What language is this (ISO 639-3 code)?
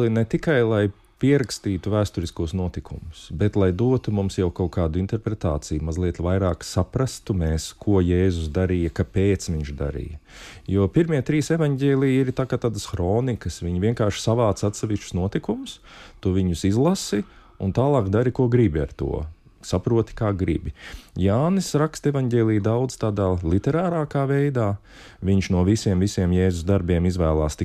lav